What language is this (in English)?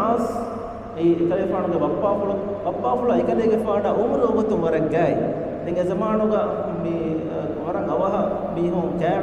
Divehi